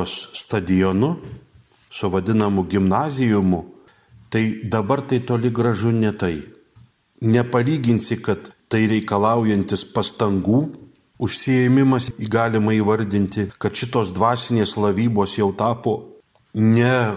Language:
Lithuanian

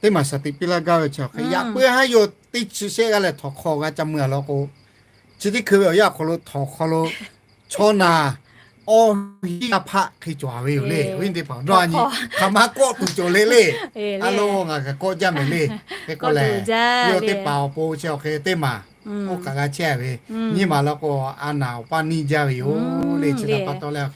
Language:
Lahu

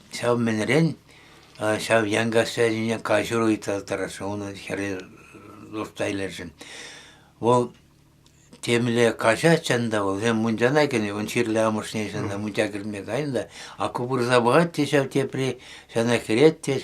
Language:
Chuvash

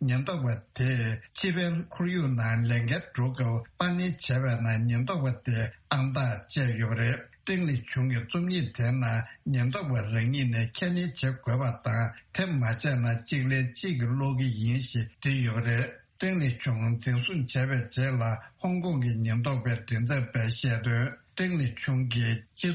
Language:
Tibetan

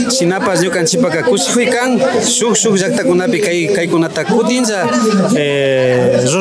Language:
Imbabura Highland Quichua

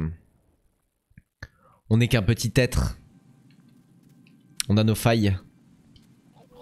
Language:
French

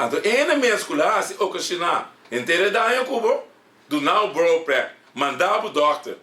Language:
Papiamento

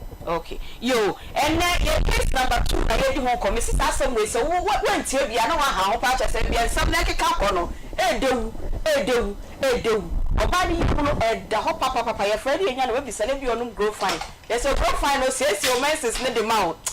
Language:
Akan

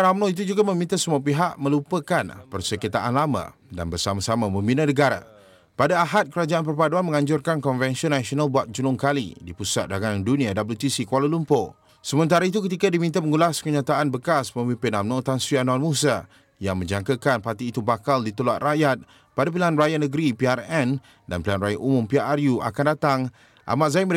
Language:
Malay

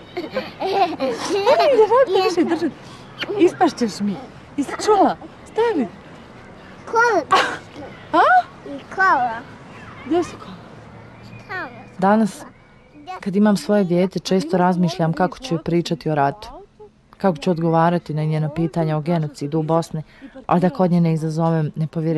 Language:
Bosnian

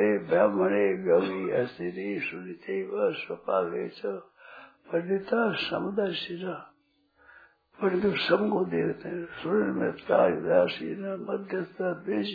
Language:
Hindi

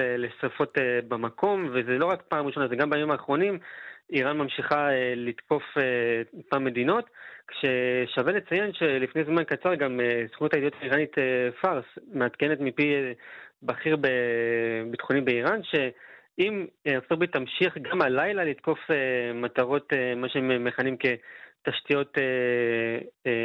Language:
Hebrew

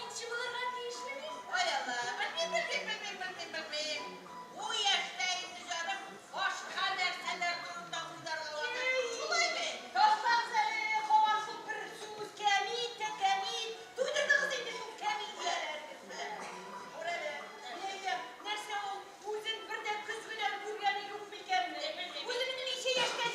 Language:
Tatar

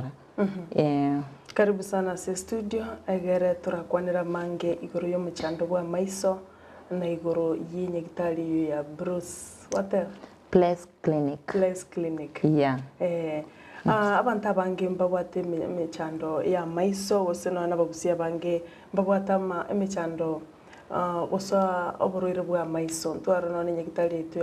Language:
Gusii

